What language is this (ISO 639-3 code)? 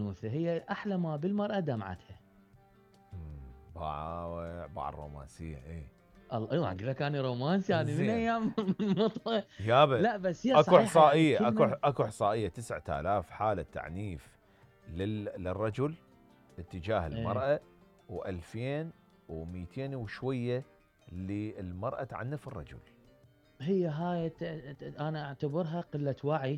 acm